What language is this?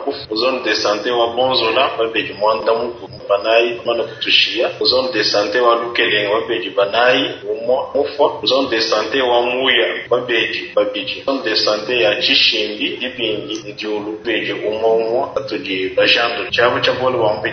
Luba-Lulua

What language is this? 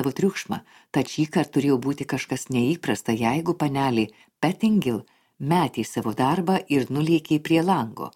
Lithuanian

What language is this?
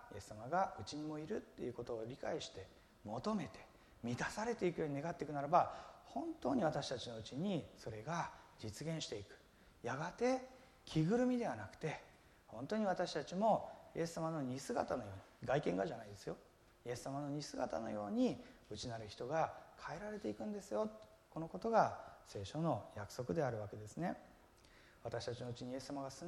Japanese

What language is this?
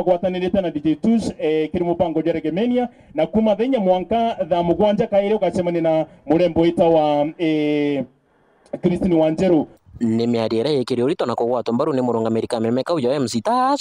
Meru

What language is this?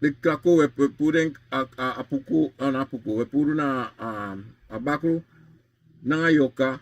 Sranan Tongo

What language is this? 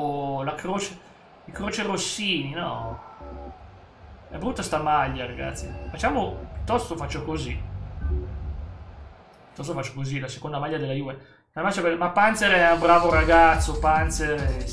Italian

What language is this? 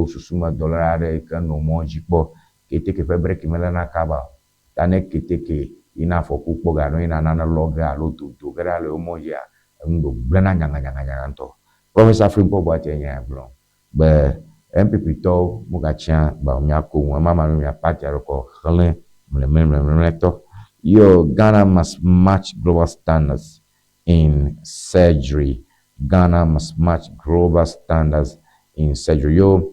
Ewe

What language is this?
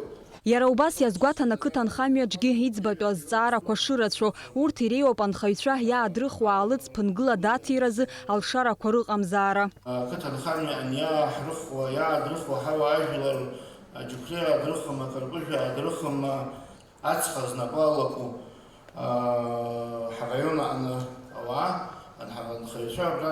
Abkhazian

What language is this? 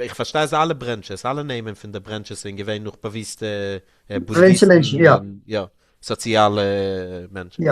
Yiddish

